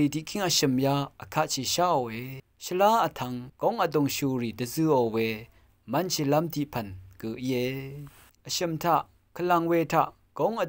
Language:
Rawang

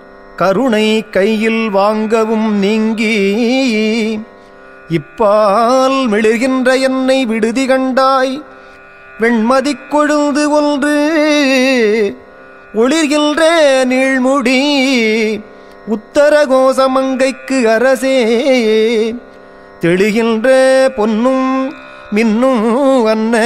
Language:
Tamil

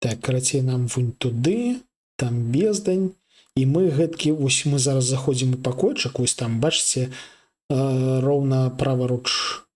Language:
Belarusian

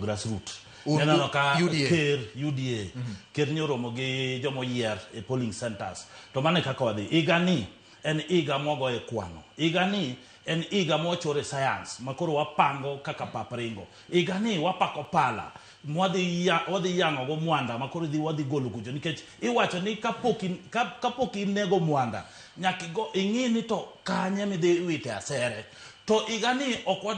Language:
Luo (Kenya and Tanzania)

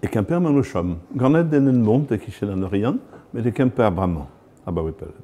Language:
Breton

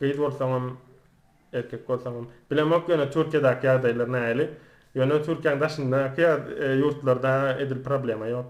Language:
Turkmen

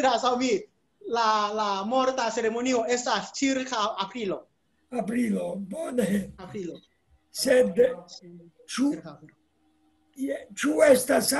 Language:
Esperanto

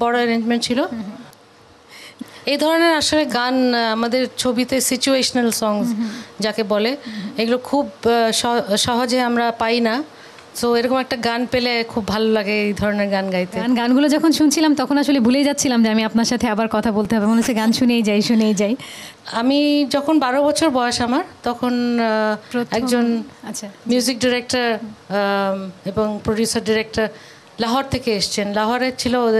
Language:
Bangla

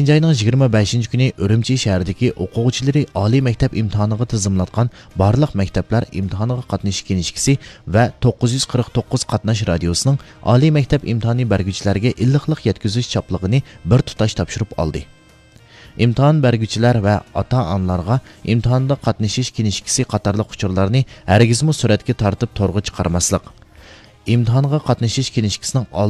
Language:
Uyghur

